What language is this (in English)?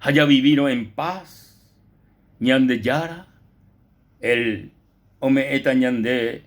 Guarani